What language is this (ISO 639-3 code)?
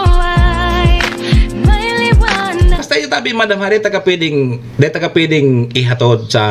bik